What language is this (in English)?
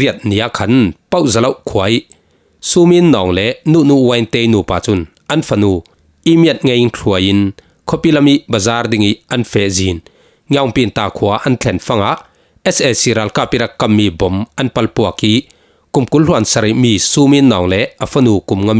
Falam Chin